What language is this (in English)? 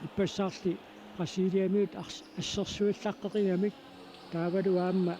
Kalaallisut